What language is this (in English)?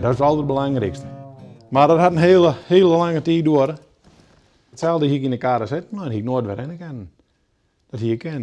Western Frisian